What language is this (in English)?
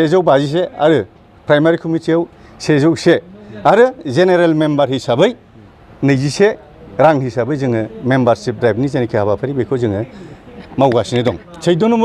Bodo